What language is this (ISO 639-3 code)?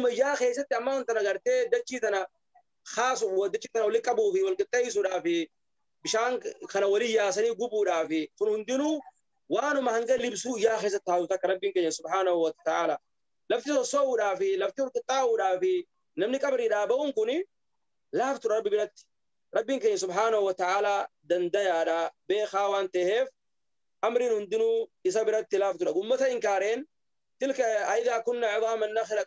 orm